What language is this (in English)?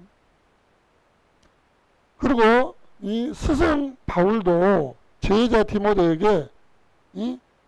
Korean